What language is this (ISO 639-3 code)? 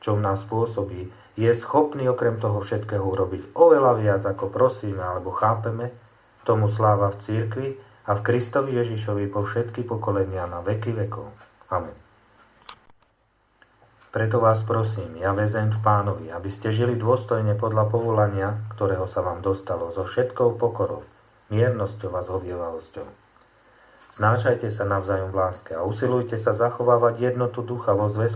slk